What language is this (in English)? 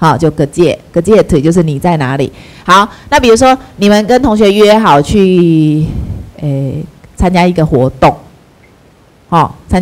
Chinese